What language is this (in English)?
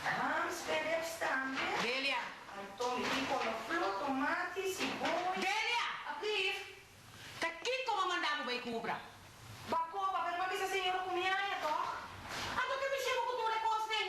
Papiamento